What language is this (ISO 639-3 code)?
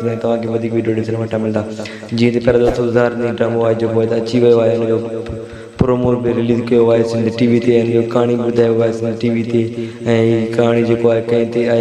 snd